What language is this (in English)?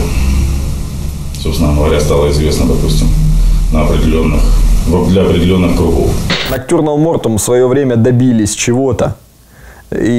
Russian